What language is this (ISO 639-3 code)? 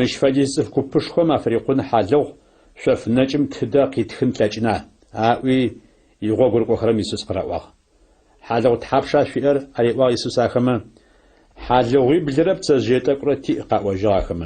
ady